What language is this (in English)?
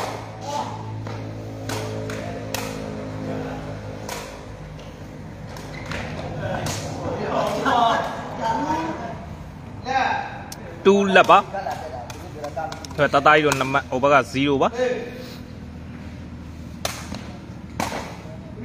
Burmese